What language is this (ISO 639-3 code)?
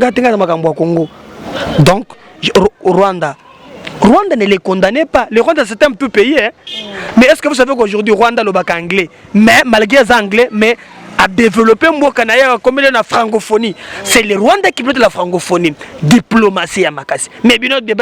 lin